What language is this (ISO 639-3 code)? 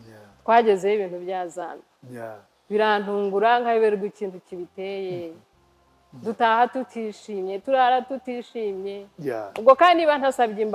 kin